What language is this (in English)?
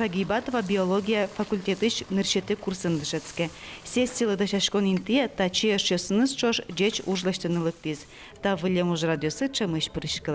Udmurt